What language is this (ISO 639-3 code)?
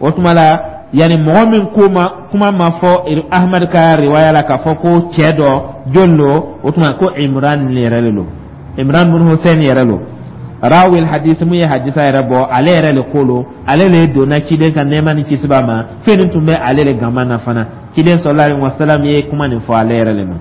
dyu